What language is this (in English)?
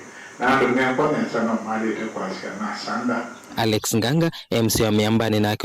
Kamba